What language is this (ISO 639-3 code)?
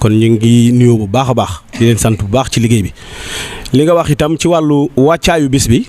wol